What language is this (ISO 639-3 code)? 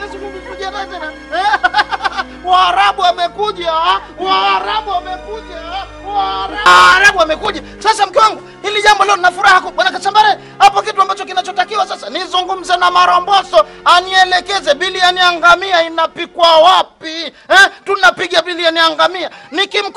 swa